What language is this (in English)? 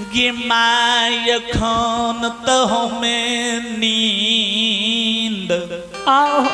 Maithili